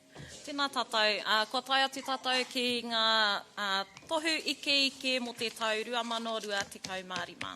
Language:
Māori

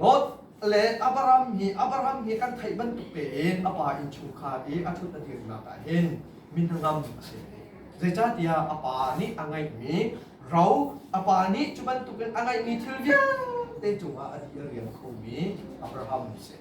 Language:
Hakha Chin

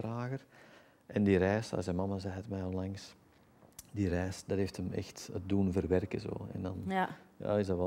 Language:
Dutch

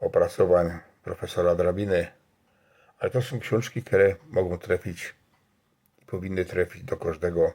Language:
Silesian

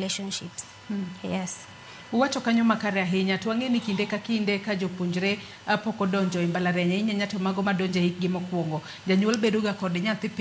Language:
Luo (Kenya and Tanzania)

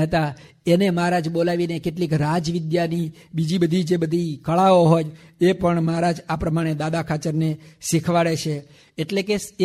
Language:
Gujarati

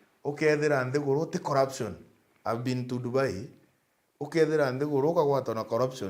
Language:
Meru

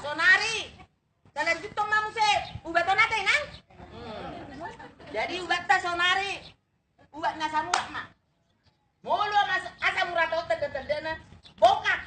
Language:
Batak Toba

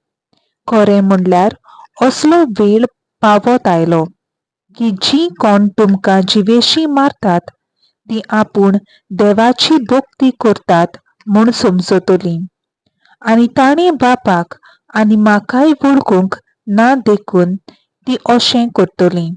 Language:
Konkani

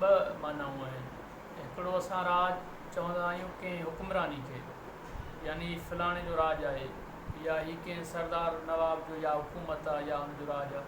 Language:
Sindhi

